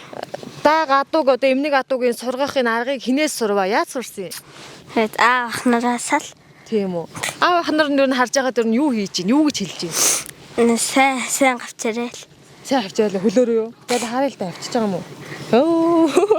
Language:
Mongolian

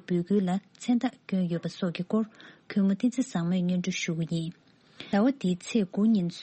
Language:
Tibetan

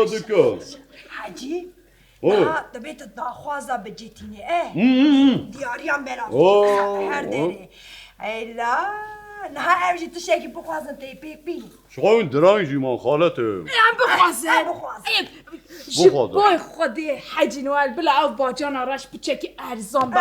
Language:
Kurdish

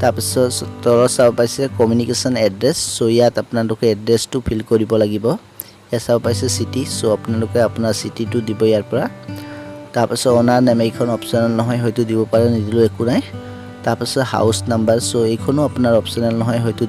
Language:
Assamese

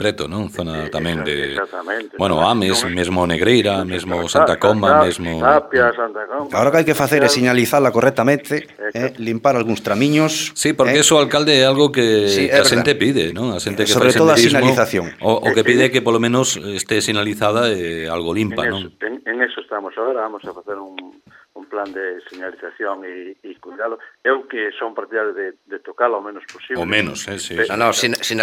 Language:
Galician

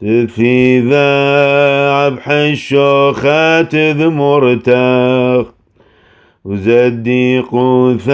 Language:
Classical Syriac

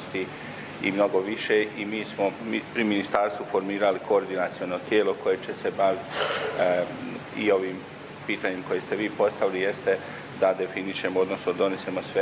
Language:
Bosnian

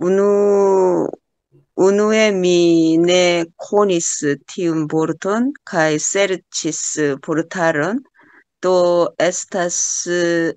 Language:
Esperanto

